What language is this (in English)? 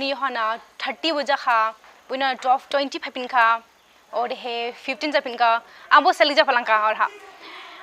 Dimasa